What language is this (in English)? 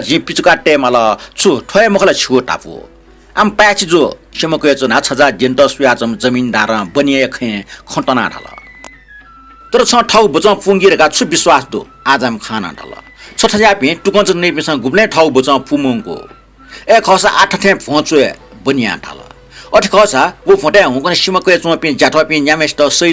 Newari